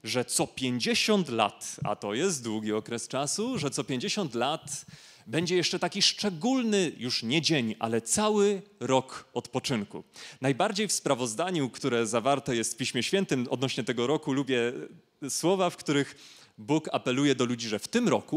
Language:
Polish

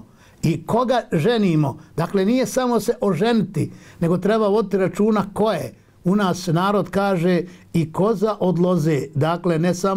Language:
Bosnian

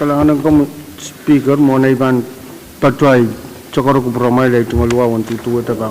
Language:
Pohnpeian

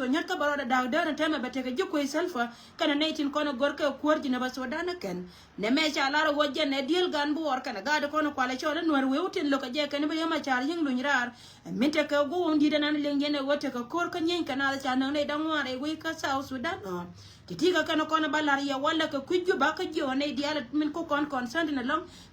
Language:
Nuer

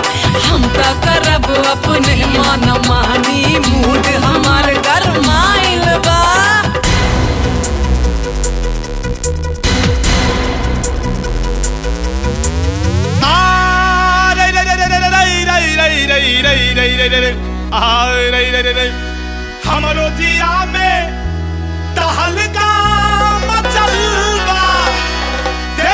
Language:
Bhojpuri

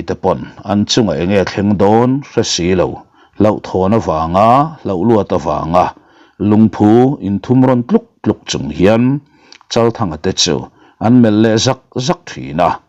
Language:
Mizo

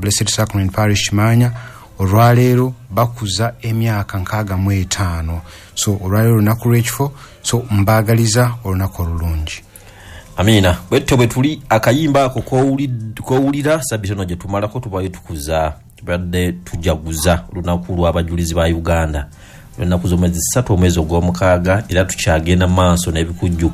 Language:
Ganda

